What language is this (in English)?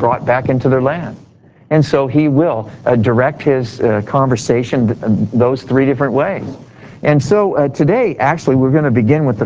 English